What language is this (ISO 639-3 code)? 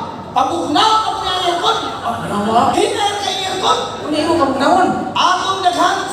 ceb